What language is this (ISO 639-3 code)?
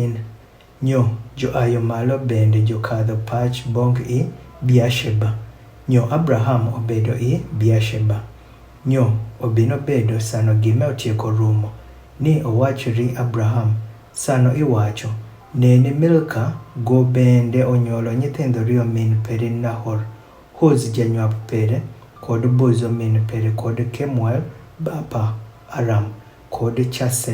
adh